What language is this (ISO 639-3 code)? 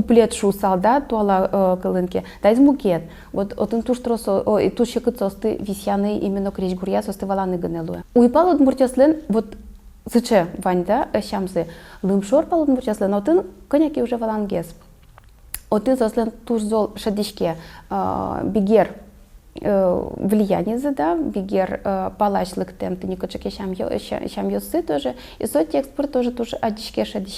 udm